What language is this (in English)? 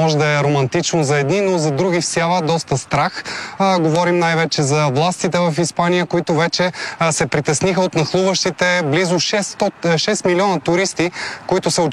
Bulgarian